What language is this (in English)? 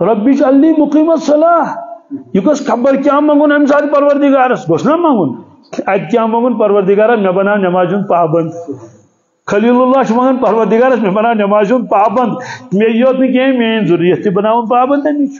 Kashmiri